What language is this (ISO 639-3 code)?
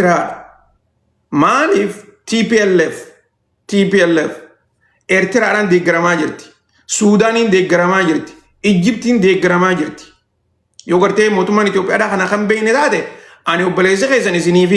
orm